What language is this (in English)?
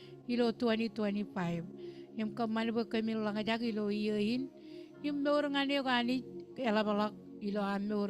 Marshallese